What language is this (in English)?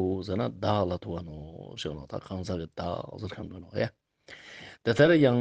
Ladakhi